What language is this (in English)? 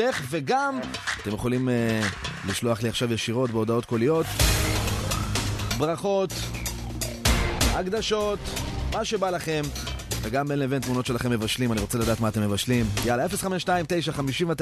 Hebrew